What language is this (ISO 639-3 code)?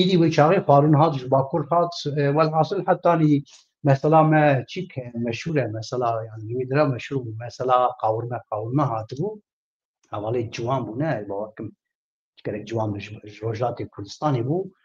kur